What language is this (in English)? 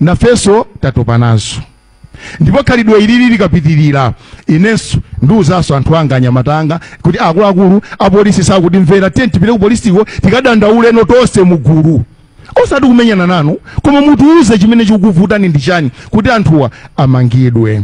Nyanja